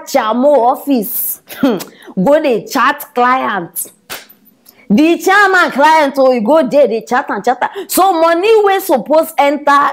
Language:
Nigerian Pidgin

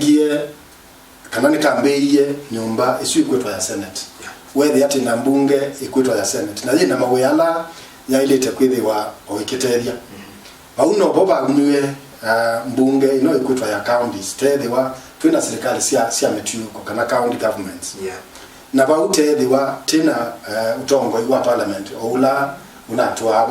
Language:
Kamba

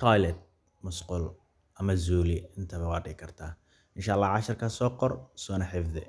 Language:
Somali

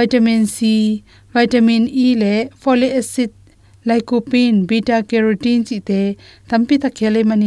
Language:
Tedim Chin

